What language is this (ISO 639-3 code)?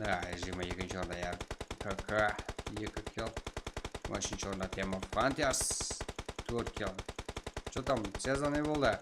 kaa